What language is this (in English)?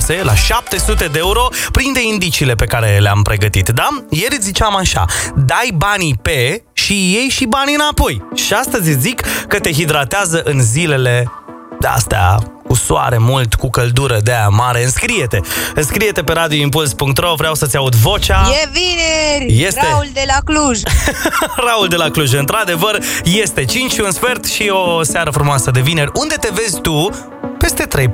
Romanian